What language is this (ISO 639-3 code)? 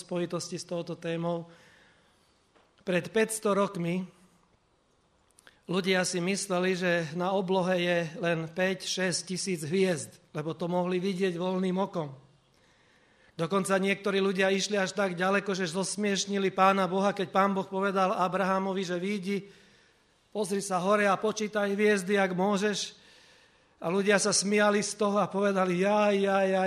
slk